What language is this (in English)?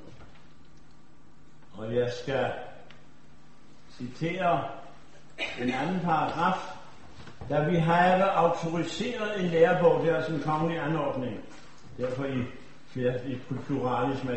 Danish